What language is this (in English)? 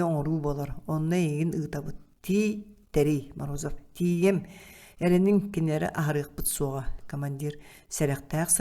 Yakut